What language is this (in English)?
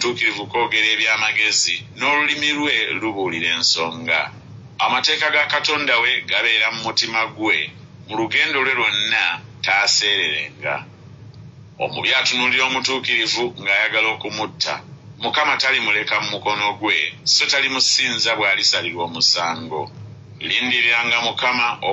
Ganda